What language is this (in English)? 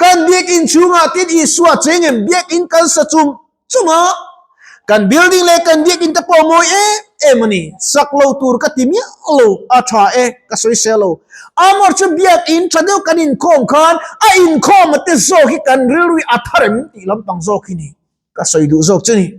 Mizo